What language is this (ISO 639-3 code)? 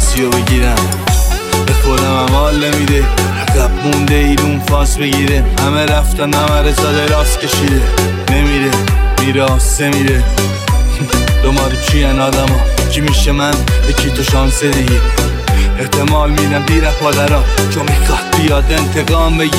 fas